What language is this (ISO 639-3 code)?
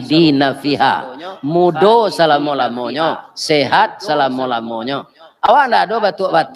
min